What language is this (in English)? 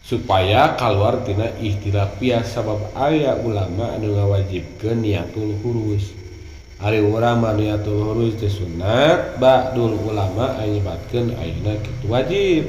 Sundanese